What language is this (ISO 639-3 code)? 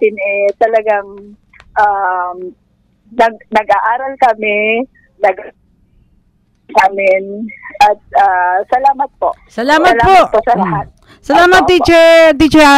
fil